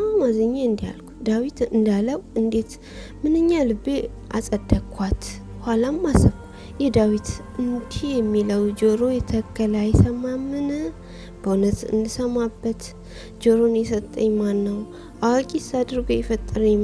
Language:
Amharic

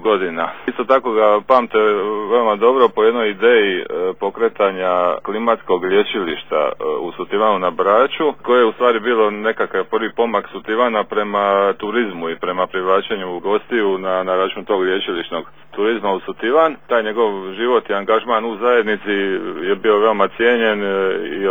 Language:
Serbian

